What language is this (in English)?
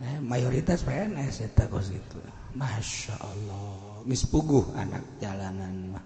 Sundanese